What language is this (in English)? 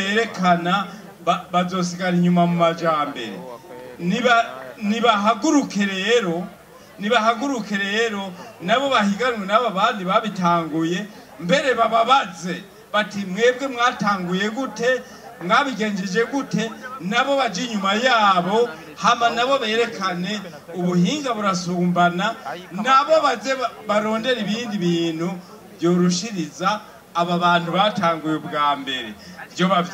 Rundi